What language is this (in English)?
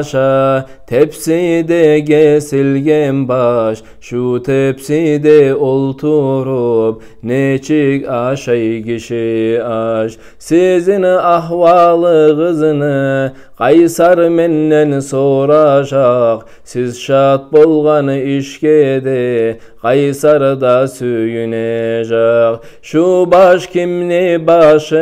Kumyk